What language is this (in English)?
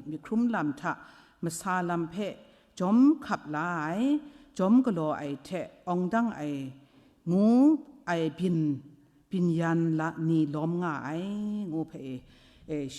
Kachin